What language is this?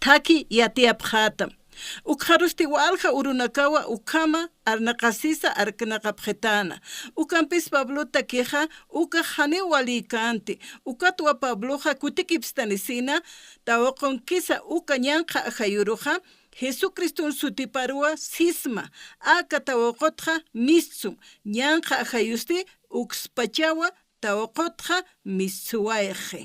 Aymara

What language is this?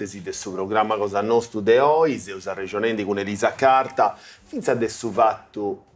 Sardinian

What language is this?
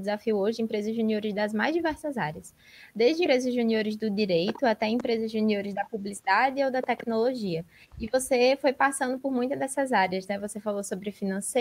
Portuguese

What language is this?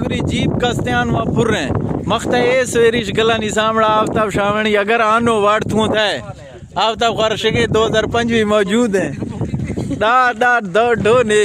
Eastern Balochi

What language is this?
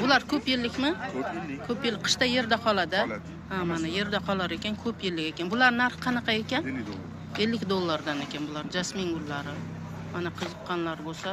Uzbek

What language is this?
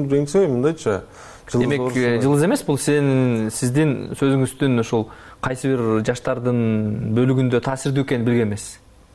Kyrgyz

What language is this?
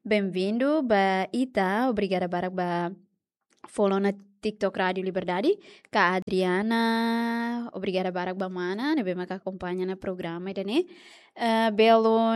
Tetum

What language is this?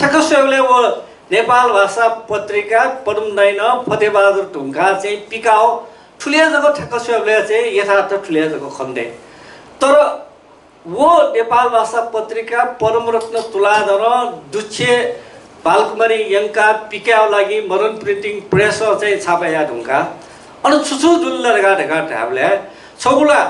Newari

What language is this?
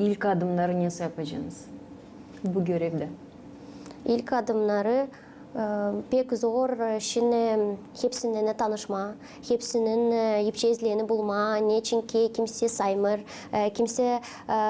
Gagauz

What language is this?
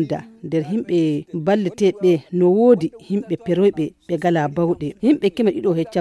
Fula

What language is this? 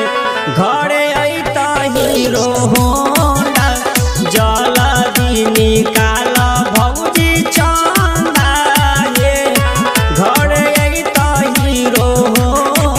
Maithili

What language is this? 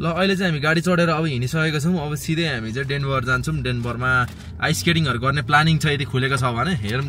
Nepali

